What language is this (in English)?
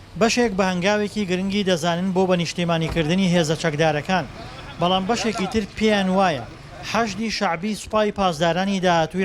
Central Kurdish